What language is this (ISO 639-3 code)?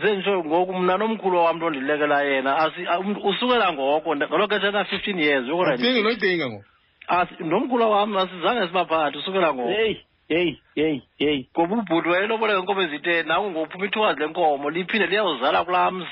xho